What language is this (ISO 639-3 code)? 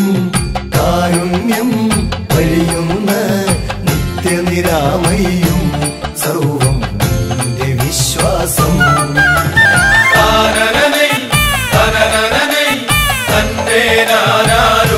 mal